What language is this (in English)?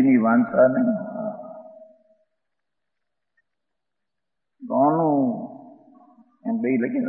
Gujarati